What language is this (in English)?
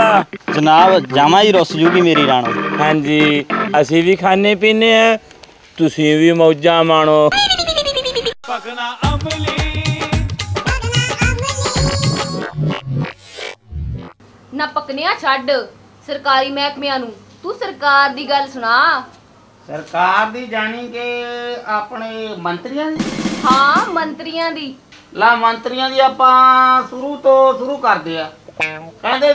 Punjabi